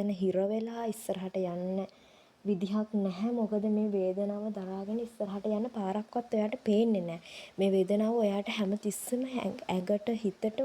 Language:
Sinhala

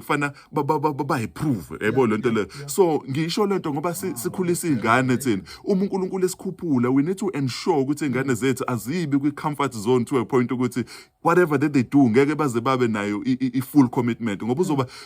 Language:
Zulu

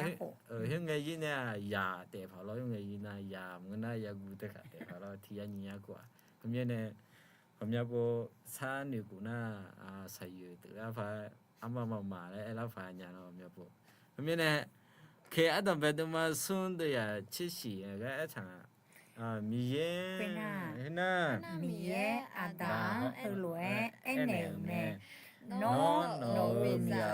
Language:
Akha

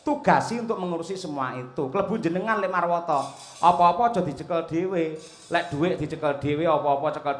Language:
Javanese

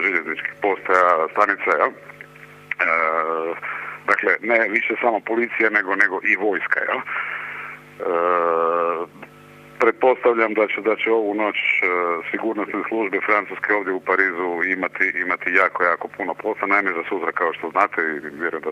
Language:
Serbian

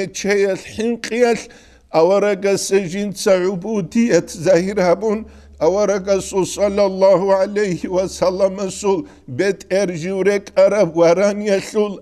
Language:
Avaric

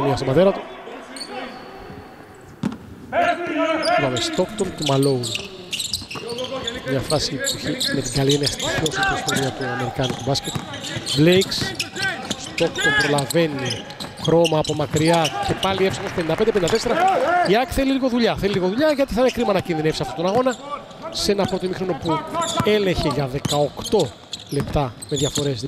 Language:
Greek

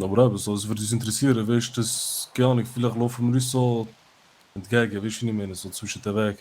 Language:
Swiss German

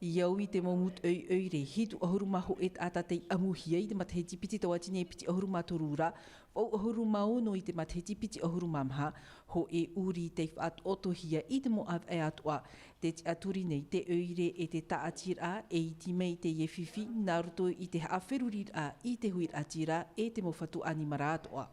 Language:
Tahitian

